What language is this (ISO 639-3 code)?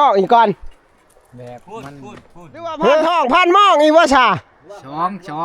tts